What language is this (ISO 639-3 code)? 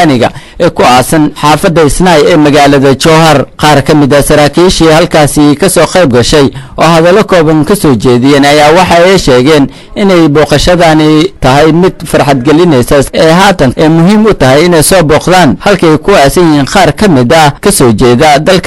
som